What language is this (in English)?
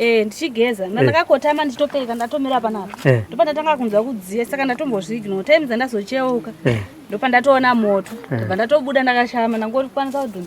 Shona